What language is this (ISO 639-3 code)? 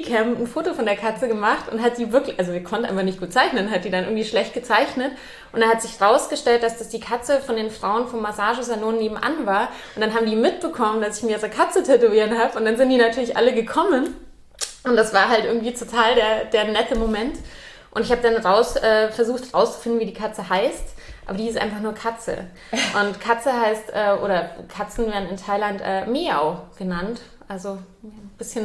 deu